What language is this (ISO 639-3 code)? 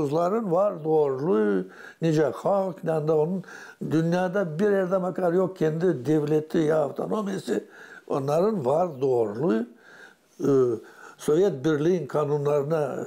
gag